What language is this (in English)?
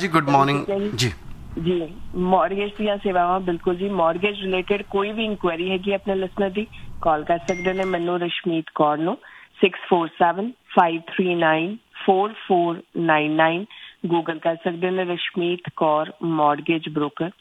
Punjabi